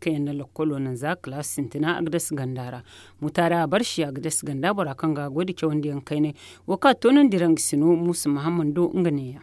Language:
Zarma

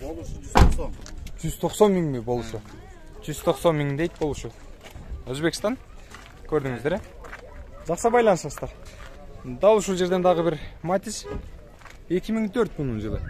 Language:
Kyrgyz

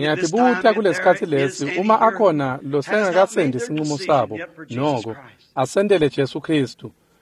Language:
Swati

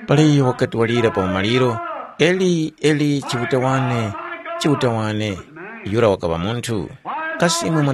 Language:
Tumbuka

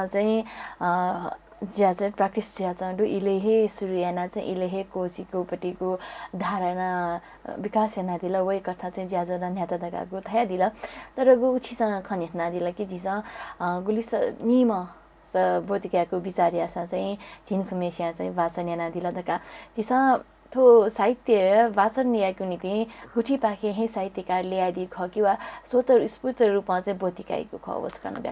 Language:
Newari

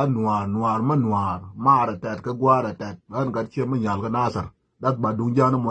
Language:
Nuer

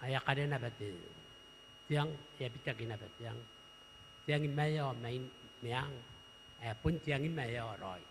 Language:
Gilbertese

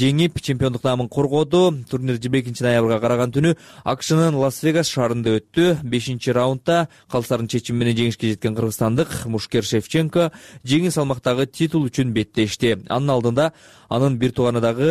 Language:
Kyrgyz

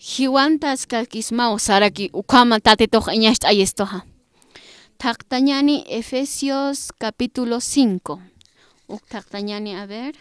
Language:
Aymara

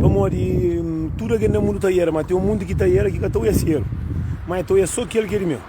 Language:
Kabuverdianu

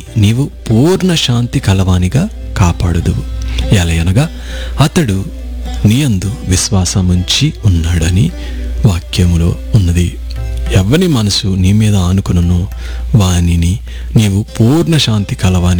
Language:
Telugu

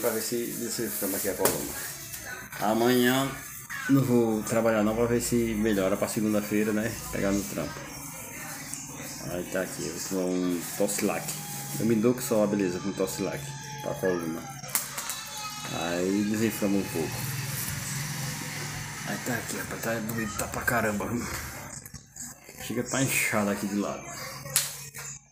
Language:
Portuguese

